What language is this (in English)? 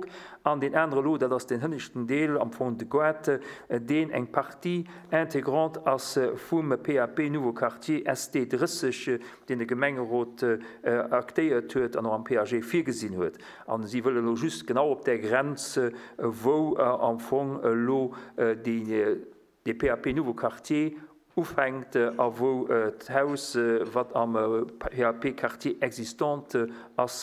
Luxembourgish